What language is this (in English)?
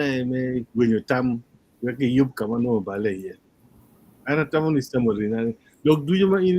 Acoli